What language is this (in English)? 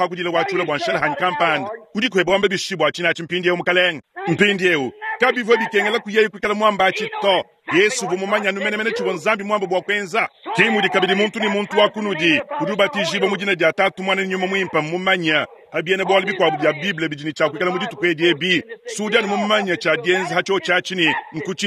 Luba-Lulua